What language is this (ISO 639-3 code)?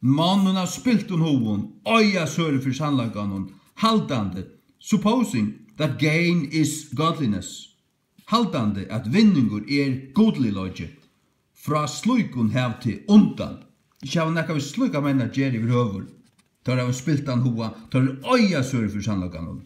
fao